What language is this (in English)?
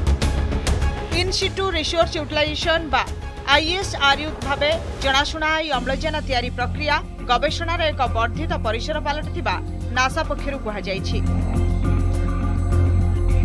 Odia